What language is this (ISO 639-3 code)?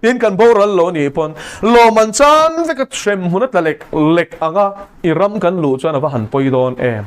lus